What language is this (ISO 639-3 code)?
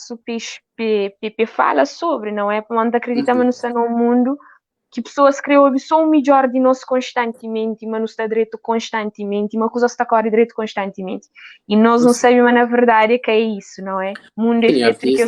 kea